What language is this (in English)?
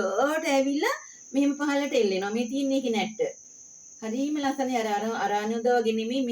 Sinhala